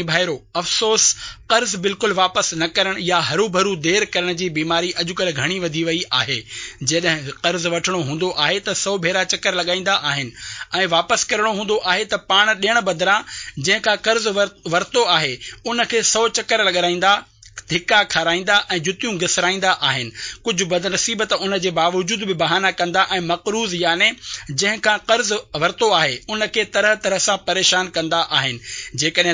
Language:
Sindhi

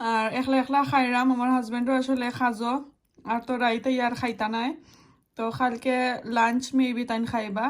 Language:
Sylheti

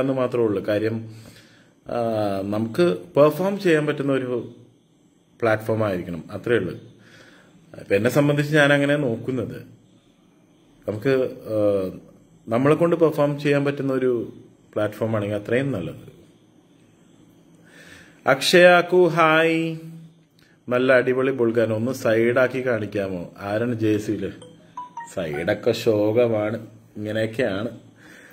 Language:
Malayalam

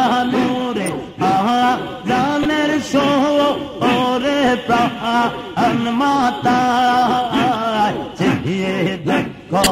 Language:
Bangla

